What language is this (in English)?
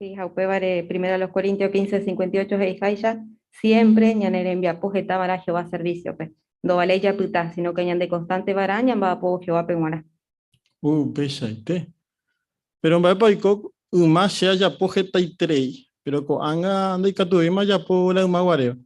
Guarani